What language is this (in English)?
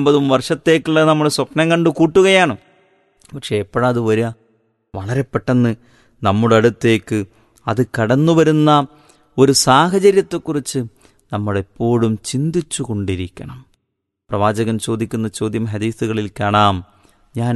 Malayalam